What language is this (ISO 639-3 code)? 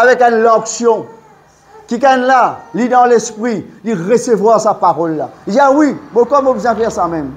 mfe